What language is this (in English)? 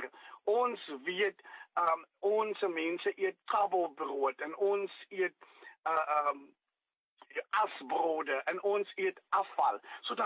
Afrikaans